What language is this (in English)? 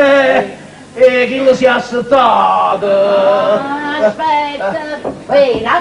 Neapolitan